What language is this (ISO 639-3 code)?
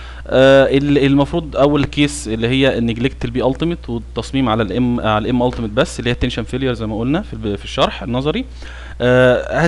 arz